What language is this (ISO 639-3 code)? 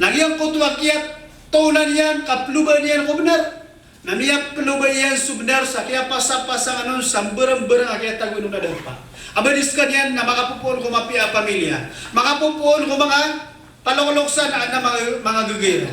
mrw